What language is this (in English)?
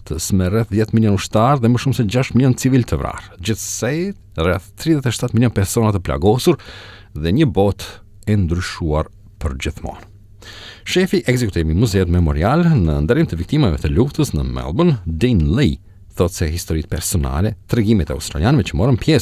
Albanian